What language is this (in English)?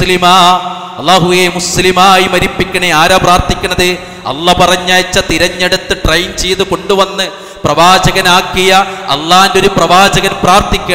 Malayalam